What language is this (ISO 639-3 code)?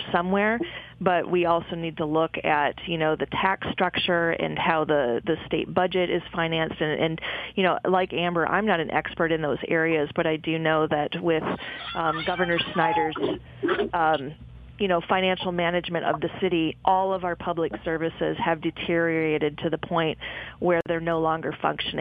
eng